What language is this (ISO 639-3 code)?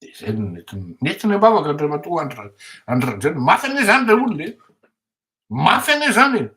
mlg